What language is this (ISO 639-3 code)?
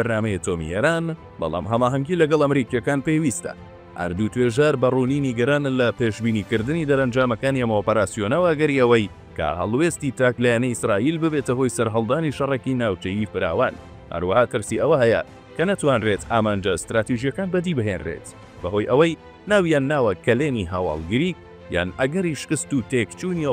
ckb